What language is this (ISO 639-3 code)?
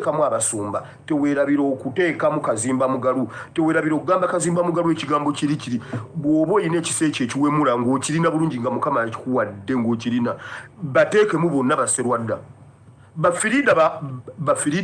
lug